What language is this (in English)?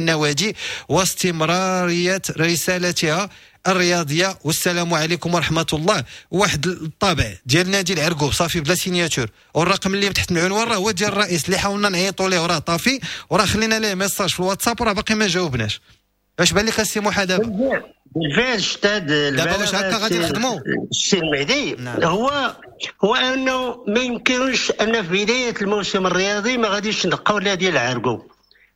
Moroccan Arabic